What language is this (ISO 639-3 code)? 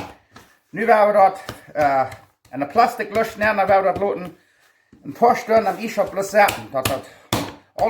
pdt